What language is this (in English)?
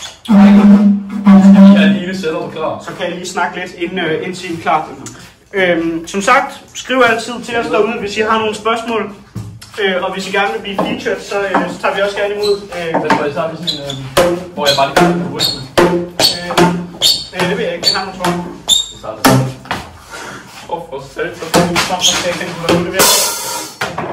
Danish